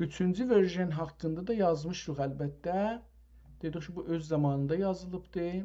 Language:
South Azerbaijani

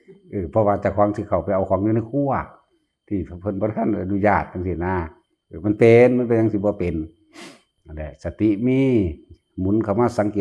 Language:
Northeastern Thai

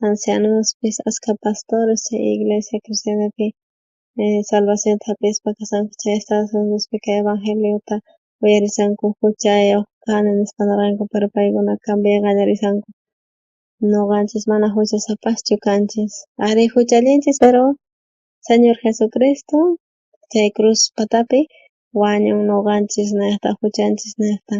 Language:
South Bolivian Quechua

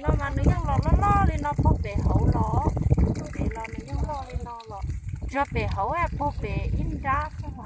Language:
Hmong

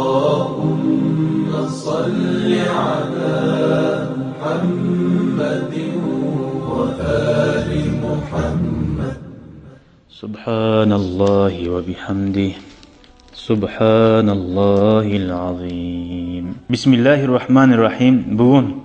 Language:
Kumyk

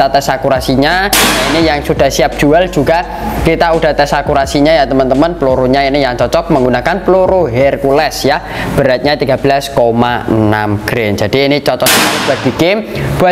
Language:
Indonesian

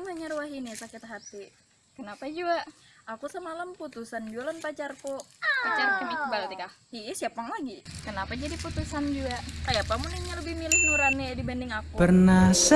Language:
Banjar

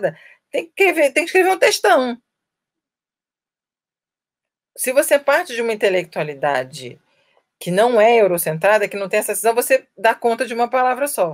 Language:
Portuguese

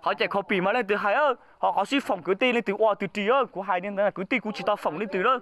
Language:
Hmong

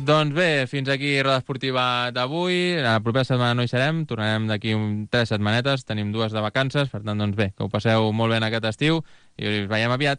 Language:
Catalan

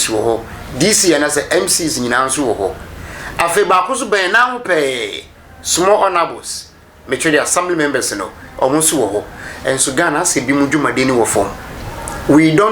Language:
Akan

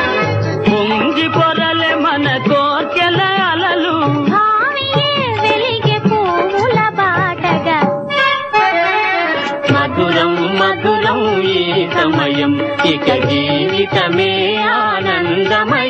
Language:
Telugu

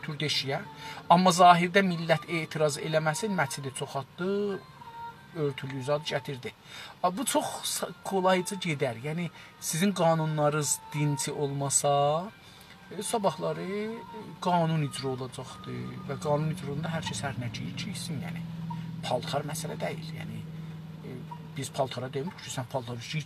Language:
South Azerbaijani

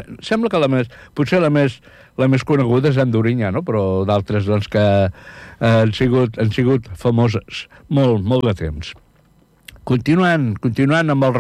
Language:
Catalan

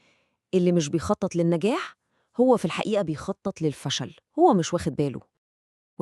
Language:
Egyptian Arabic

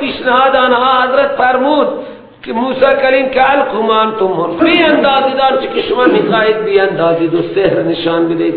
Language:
Persian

